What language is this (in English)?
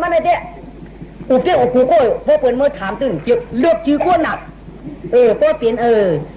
Shan